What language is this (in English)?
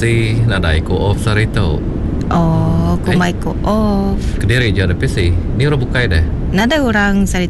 Iban